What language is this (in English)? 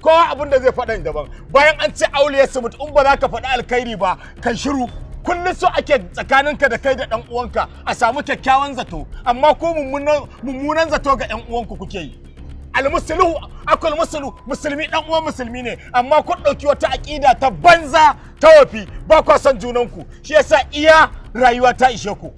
Hausa